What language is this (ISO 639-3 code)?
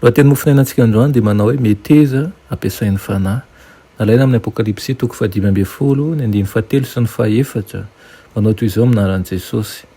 mlg